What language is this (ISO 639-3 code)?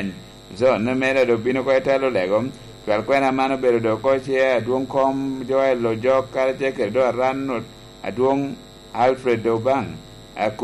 laj